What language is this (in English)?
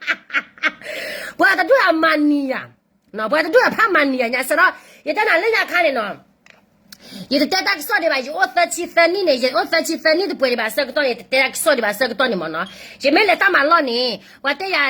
S'gaw Karen